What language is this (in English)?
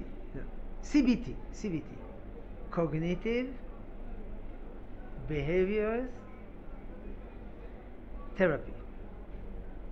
Hebrew